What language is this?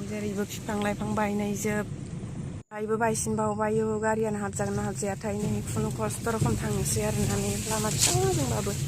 Bodo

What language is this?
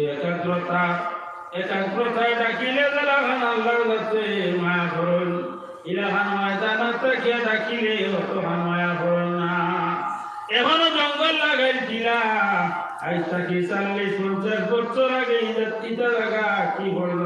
Sylheti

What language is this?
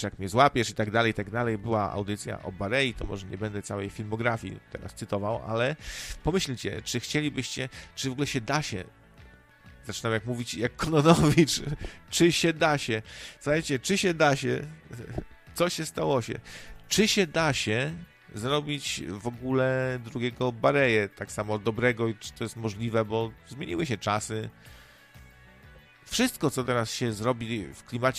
Polish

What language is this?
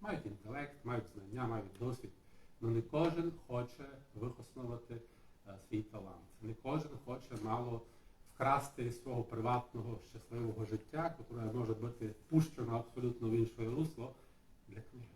Rusyn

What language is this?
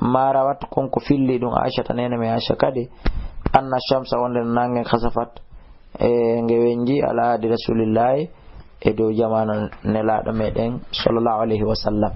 Fula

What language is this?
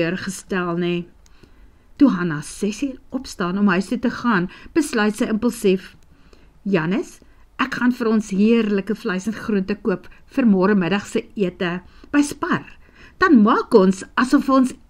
Afrikaans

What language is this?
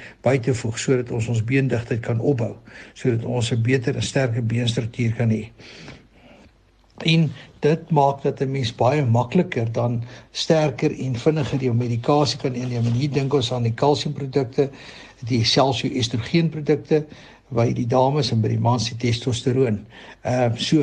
Afrikaans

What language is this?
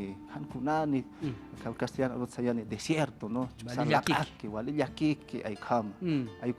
Aymara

